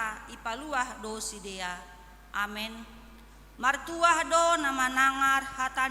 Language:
Batak Simalungun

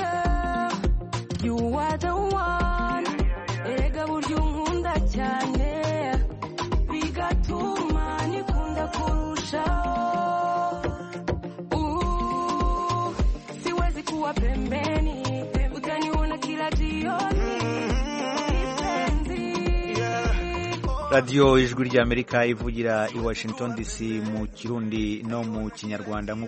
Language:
Kinyarwanda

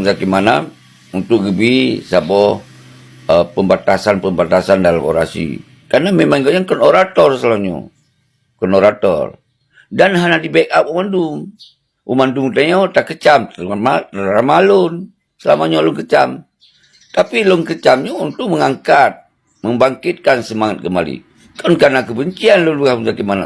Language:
Achinese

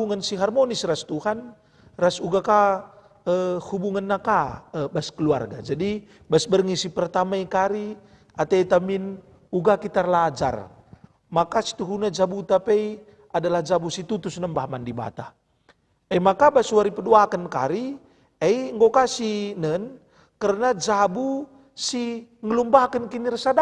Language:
Batak Karo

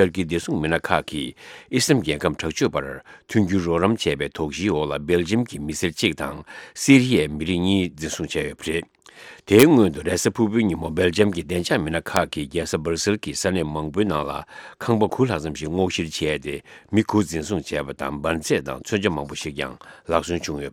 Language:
Tibetan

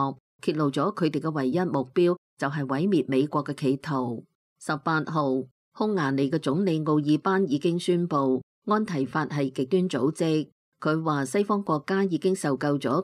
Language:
Cantonese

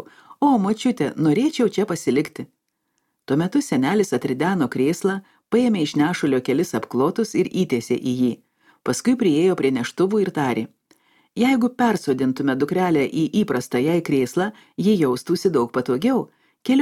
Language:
Lithuanian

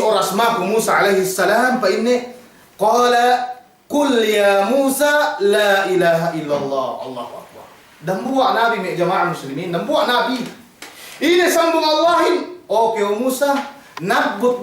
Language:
Yakan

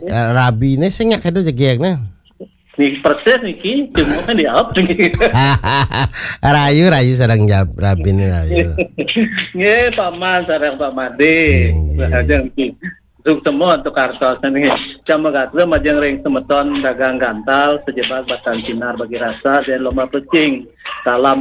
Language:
Balinese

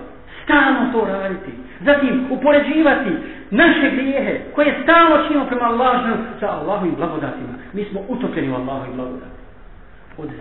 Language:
Bosnian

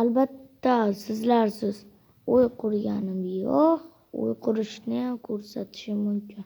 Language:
Uzbek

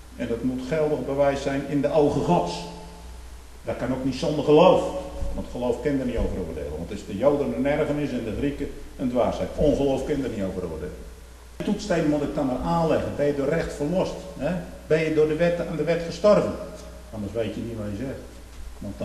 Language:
Dutch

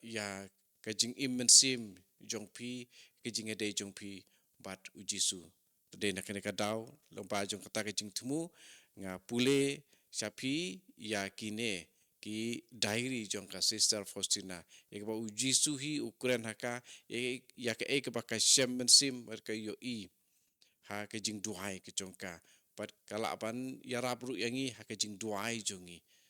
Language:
Khasi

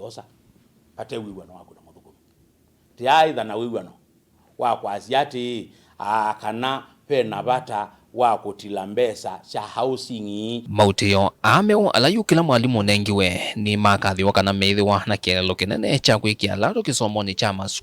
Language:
Kamba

